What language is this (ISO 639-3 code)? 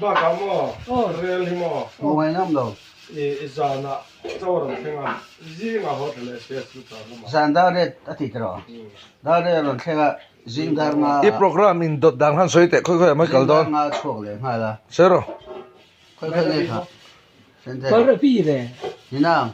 lus